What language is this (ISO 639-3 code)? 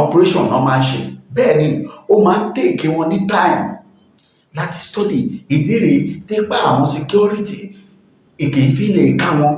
yor